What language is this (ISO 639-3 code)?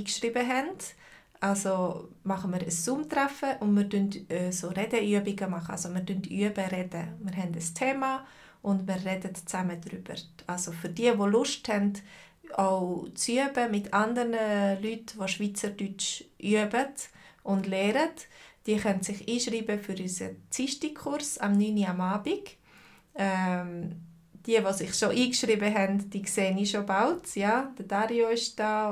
gsw